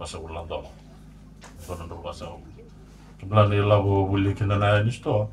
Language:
Fijian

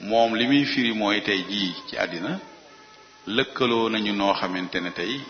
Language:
Wolof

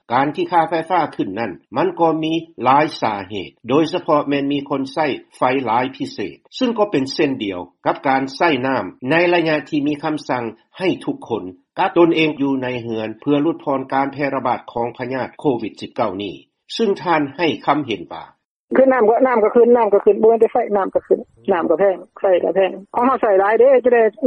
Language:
Lao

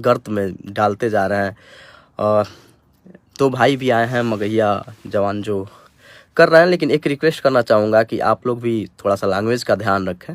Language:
Bhojpuri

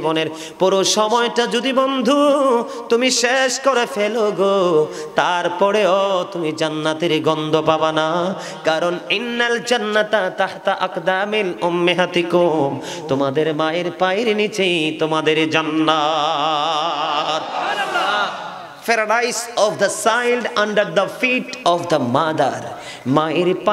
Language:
Bangla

